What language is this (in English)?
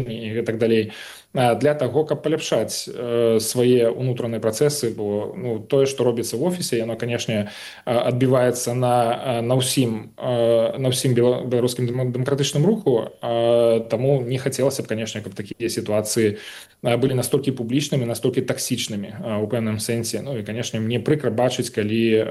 Belarusian